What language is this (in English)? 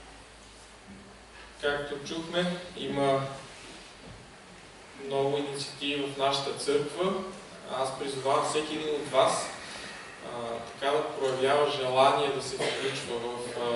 Bulgarian